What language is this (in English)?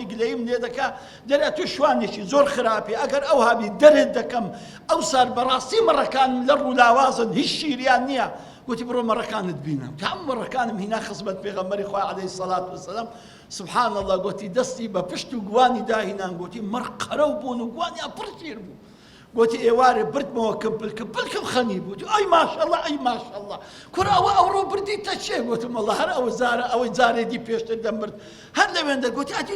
Central Kurdish